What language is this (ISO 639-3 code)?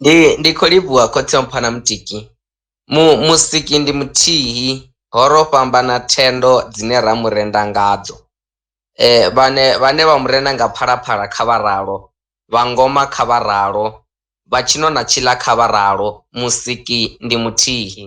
ven